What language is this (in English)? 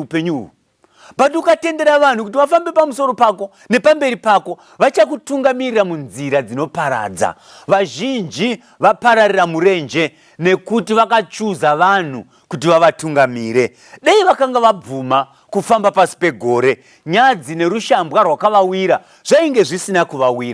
Shona